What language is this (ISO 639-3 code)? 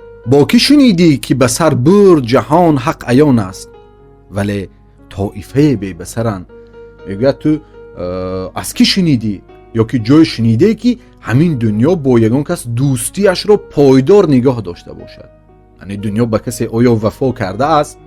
tgk